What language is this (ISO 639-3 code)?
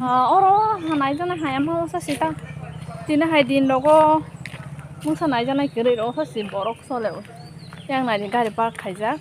trp